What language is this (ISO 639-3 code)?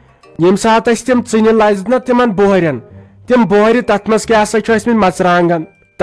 kas